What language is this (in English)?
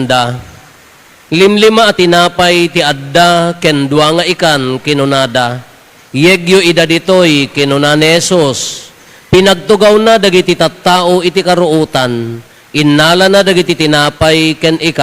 Iloko